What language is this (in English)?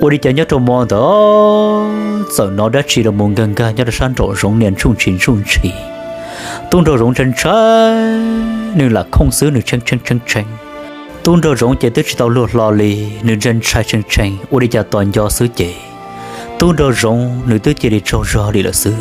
Hmong